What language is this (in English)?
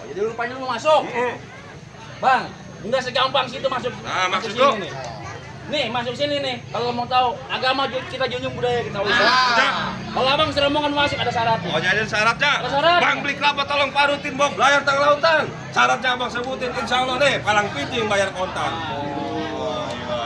Betawi